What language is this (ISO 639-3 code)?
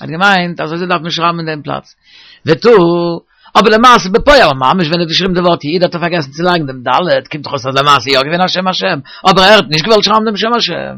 yid